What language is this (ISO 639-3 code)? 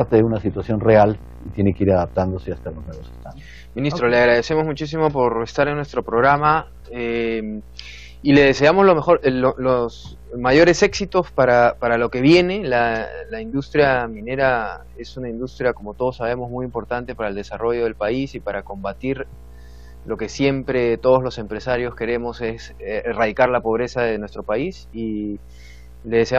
spa